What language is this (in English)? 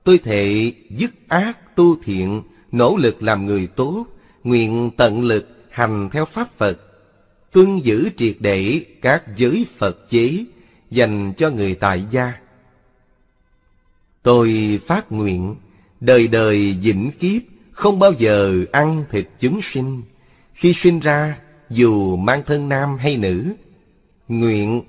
Vietnamese